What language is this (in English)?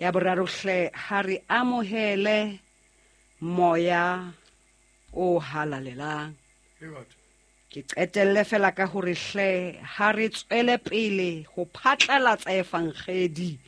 Southern Sotho